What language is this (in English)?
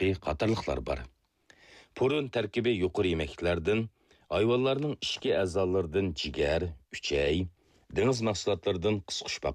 Uyghur